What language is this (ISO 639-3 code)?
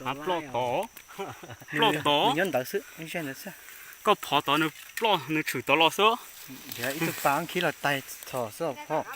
hmn